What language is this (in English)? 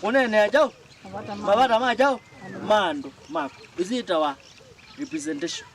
Kamba